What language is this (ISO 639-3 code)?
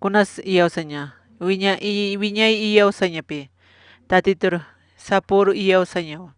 aym